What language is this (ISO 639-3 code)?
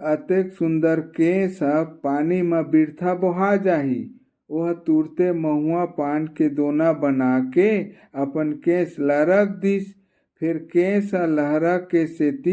hne